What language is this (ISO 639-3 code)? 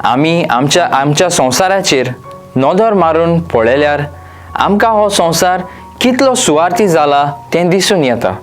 kok